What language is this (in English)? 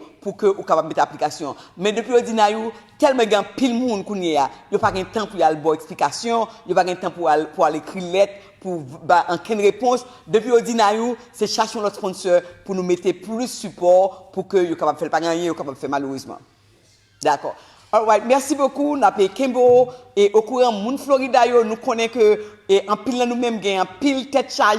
Haitian Creole